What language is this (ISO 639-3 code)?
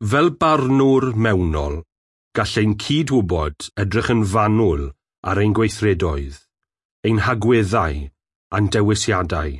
cym